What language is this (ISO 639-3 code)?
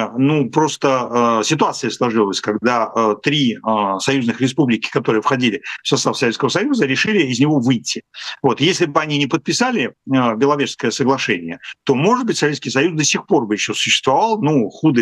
rus